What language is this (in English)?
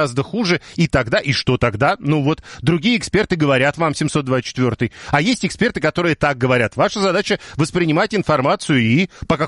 Russian